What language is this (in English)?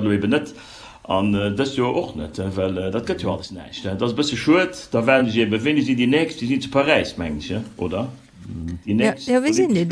Luxembourgish